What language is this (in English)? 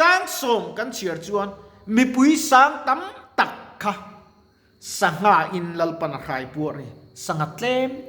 Mizo